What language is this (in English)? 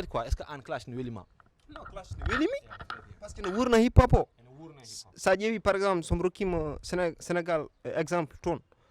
Fula